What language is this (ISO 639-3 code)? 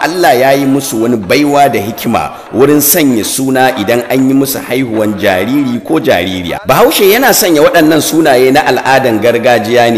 hau